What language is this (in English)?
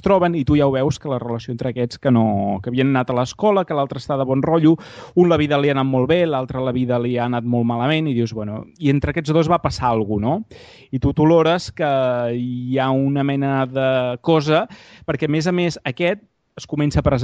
Catalan